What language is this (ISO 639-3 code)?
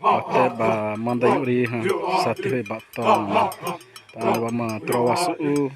xav